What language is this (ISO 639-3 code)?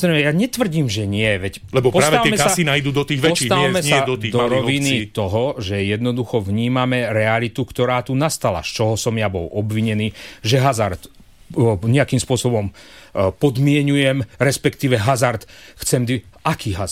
slk